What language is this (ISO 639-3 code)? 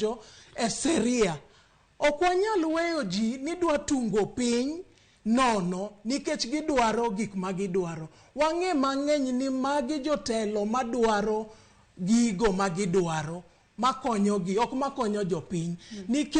luo